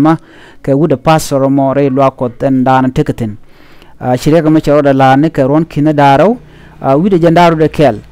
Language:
Nuer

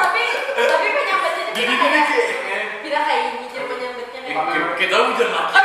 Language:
Banjar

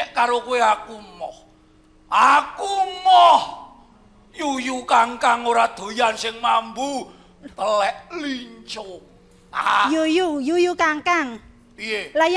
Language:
Javanese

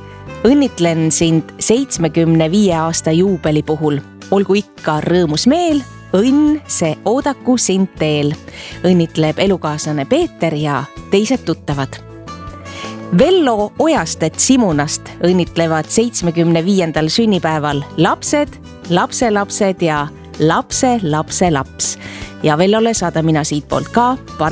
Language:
Estonian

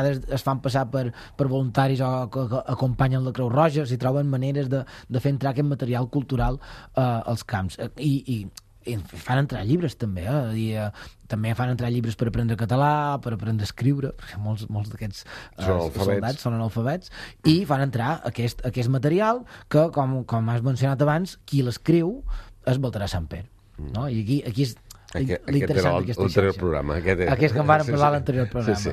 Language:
Catalan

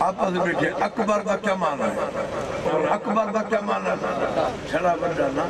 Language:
Saraiki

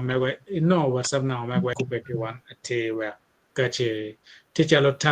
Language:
Acoli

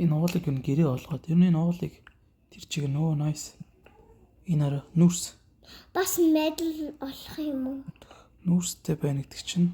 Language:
Mongolian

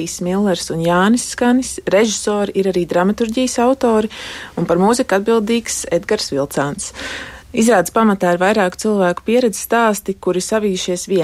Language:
Latvian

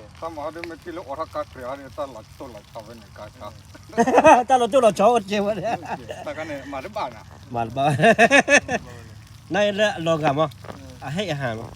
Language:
S'gaw Karen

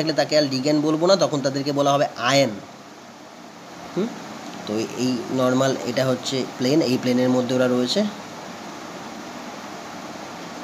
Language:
Bangla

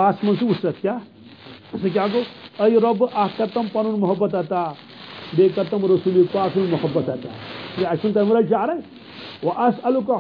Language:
Kashmiri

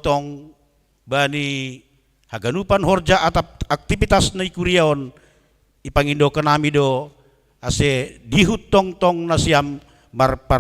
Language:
Batak Simalungun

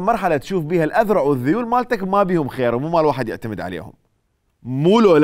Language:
Mesopotamian Arabic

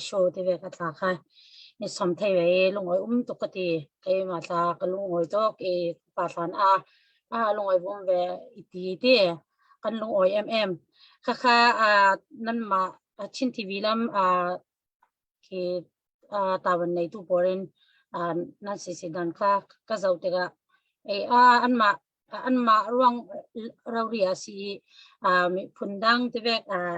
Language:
Falam Chin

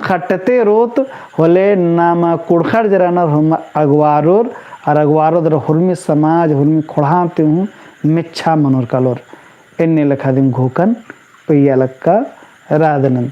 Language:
Kurukh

